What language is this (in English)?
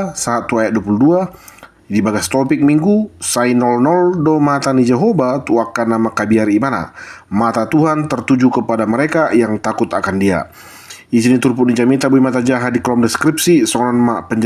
Batak Toba